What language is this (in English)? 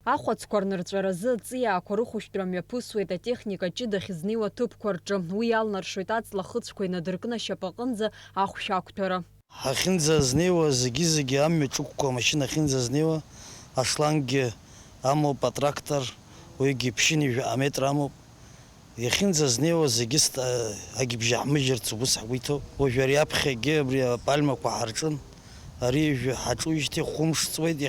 Abkhazian